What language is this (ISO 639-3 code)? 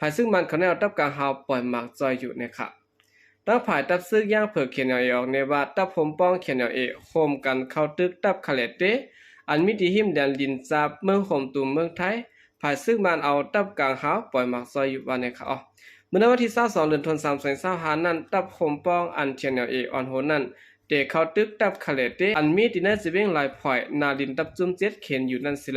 shn